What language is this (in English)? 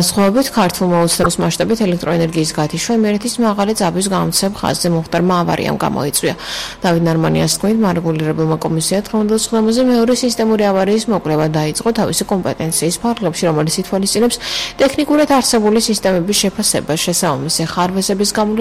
Georgian